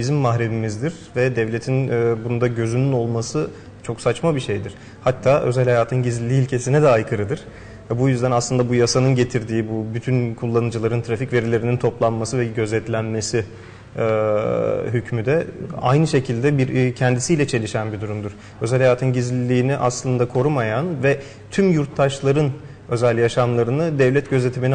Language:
Turkish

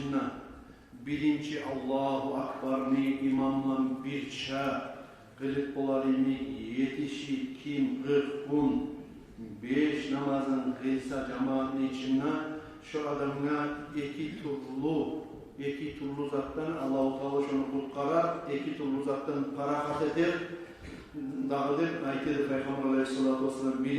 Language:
Kumyk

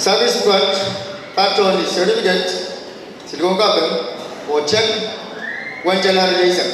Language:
Pohnpeian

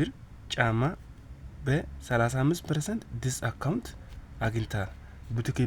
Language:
Amharic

